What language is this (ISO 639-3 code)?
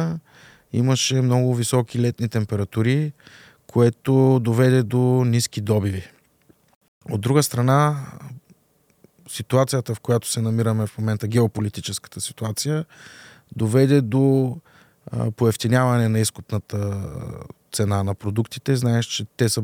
bul